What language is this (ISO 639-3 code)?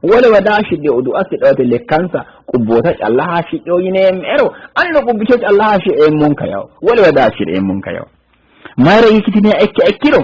sid